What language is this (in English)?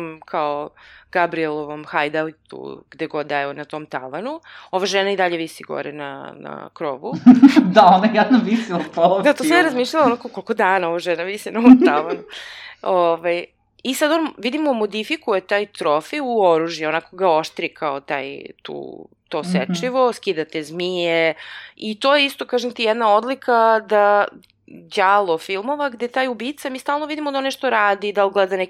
Serbian